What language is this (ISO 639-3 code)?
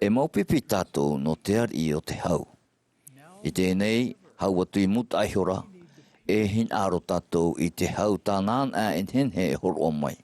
tah